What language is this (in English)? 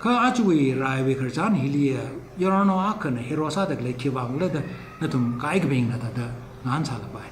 Tangkhul Naga (India)